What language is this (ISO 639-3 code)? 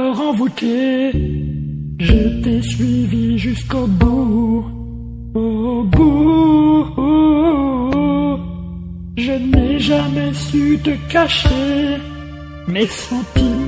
fra